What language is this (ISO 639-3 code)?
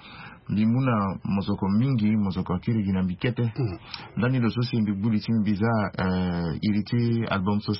sag